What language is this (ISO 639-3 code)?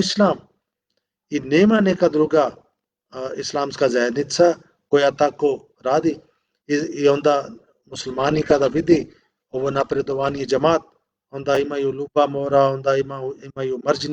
bos